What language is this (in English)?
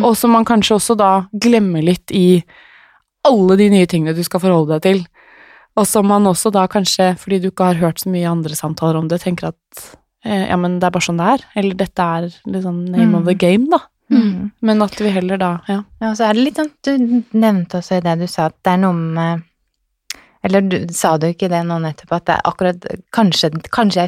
Norwegian